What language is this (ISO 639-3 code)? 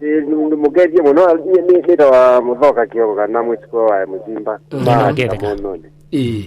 kam